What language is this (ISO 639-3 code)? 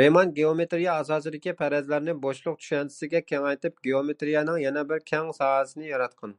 uig